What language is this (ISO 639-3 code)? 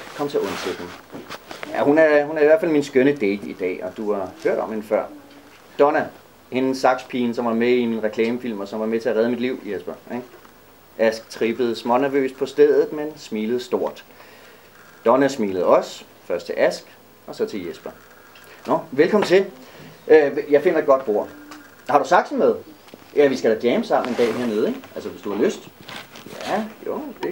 dan